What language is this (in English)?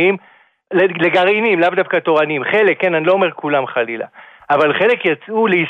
Hebrew